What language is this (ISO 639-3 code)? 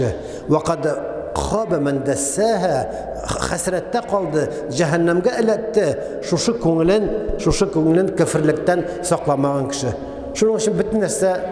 tat